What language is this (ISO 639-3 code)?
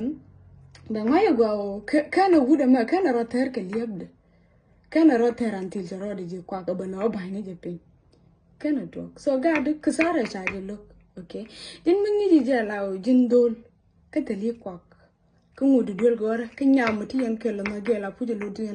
nus